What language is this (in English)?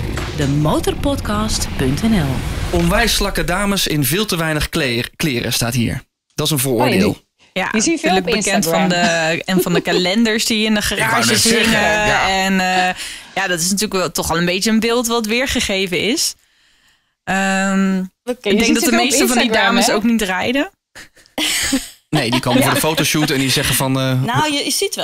Dutch